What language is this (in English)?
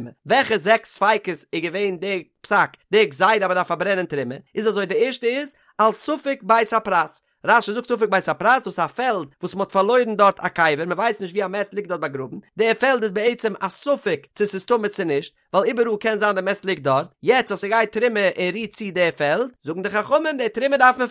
Yiddish